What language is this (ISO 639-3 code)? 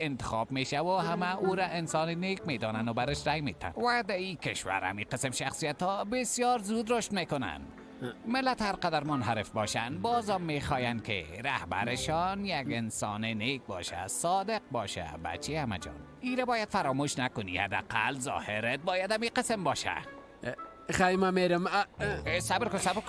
fas